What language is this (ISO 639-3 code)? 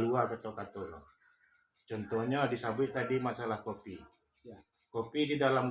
min